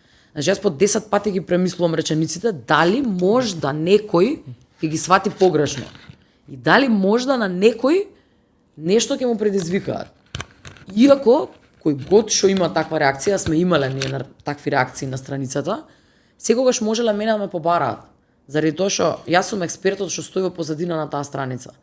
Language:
Macedonian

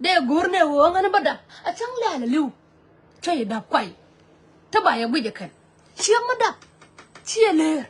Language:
Nuer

